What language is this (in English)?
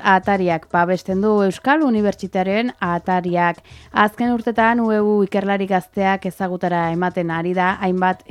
Basque